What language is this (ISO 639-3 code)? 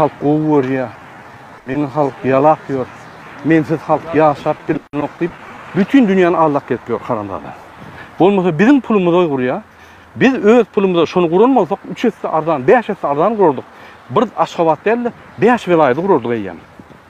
tuk